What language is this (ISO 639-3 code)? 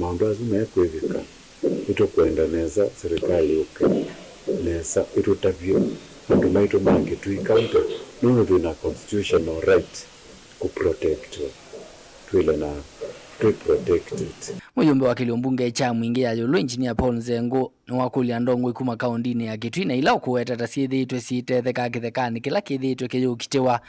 kam